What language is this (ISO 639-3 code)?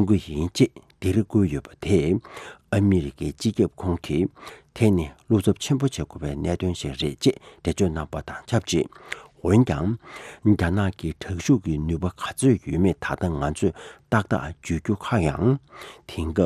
bod